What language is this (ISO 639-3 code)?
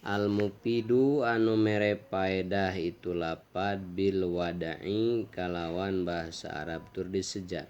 sun